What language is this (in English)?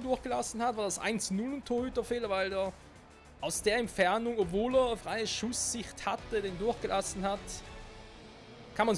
German